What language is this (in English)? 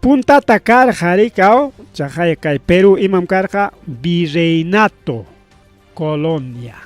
Ayacucho Quechua